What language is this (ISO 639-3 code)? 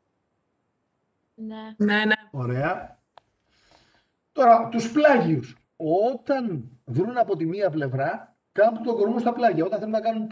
ell